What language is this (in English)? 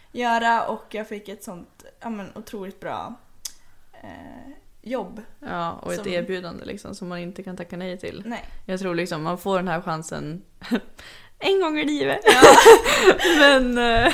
Swedish